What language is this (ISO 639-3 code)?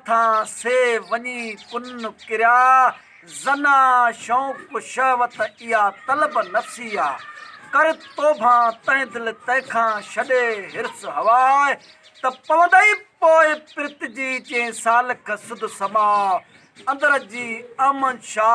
snd